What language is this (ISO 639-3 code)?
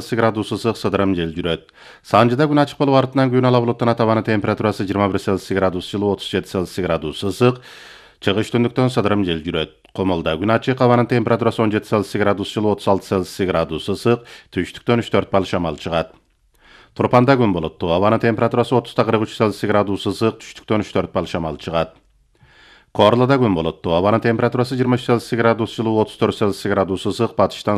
kir